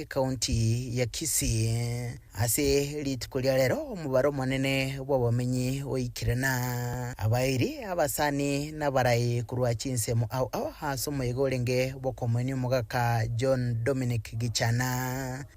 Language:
Gusii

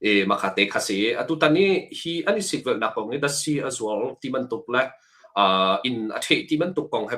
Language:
Hakha Chin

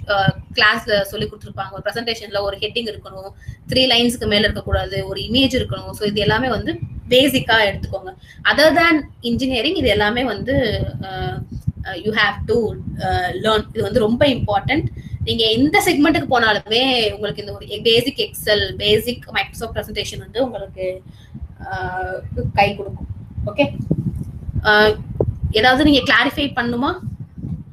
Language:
Tamil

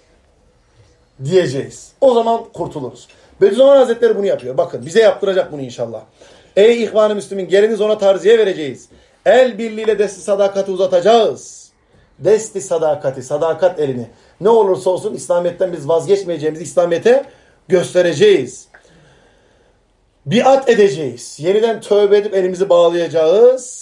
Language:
Turkish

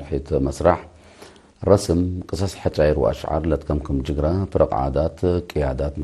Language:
Tigre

